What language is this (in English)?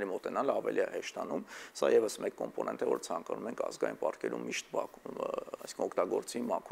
Armenian